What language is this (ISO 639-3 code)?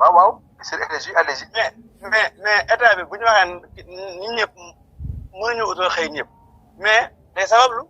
wol